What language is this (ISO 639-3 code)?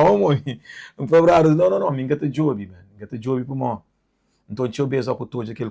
kea